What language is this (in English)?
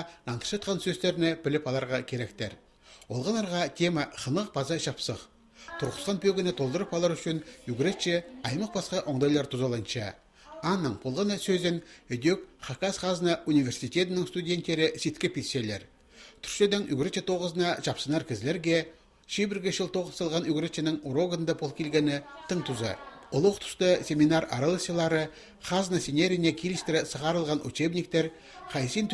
Khakas